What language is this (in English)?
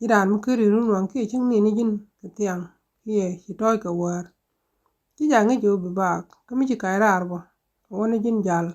Nuer